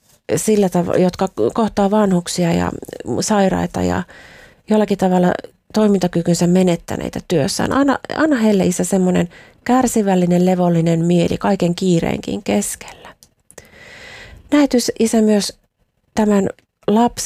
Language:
Finnish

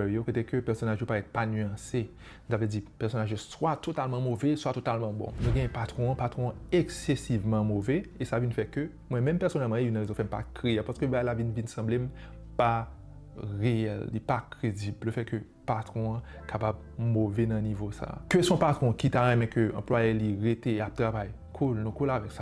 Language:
Haitian Creole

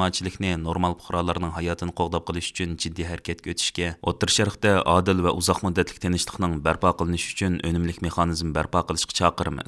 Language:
Uyghur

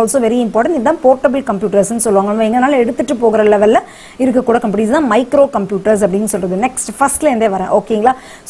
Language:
Tamil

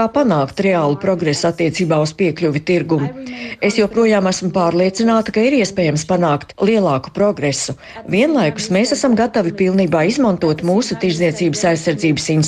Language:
Latvian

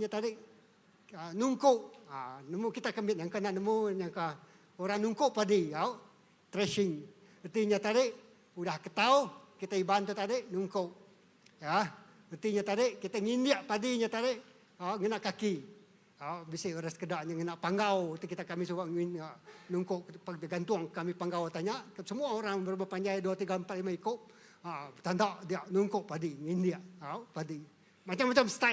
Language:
Iban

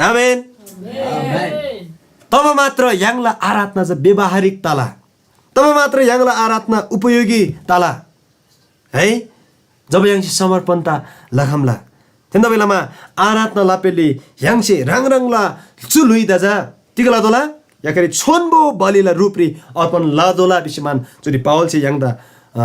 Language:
Eastern Tamang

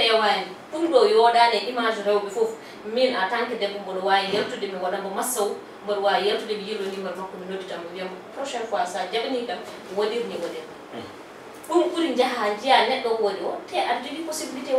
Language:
Fula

